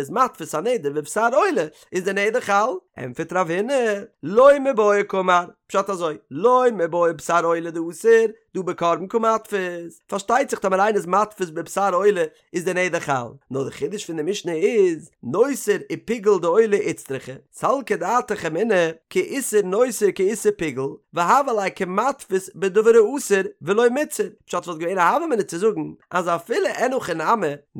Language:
Yiddish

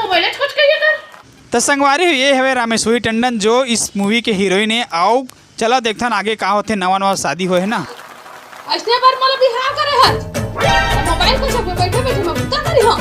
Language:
Chhattisgarhi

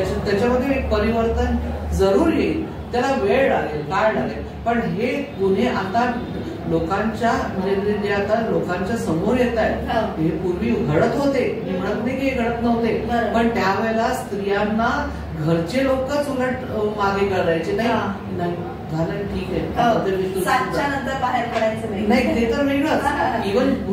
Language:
Marathi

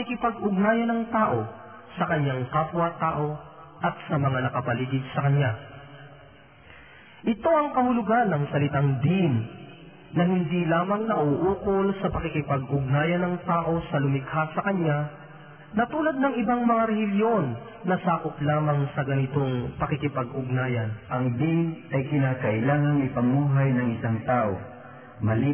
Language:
Filipino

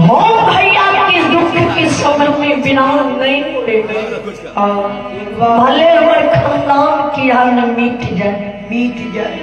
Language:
Maithili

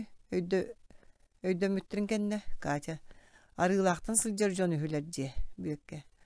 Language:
Yakut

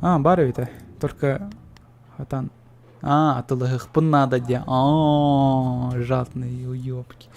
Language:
Yakut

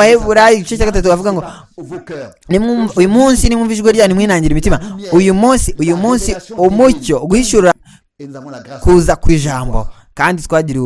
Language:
Kinyarwanda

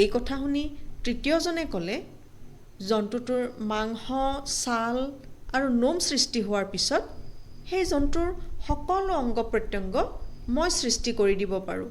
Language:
Assamese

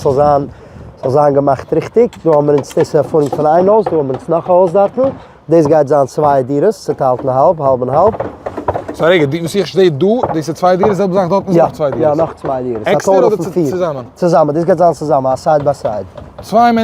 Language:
Yiddish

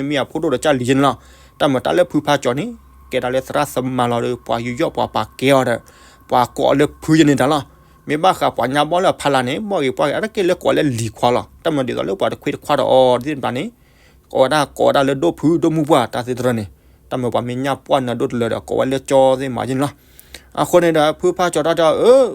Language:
S'gaw Karen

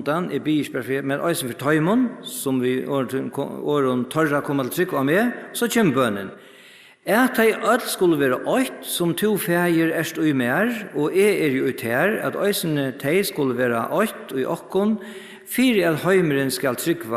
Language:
Faroese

